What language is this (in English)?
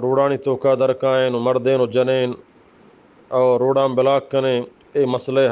Eastern Balochi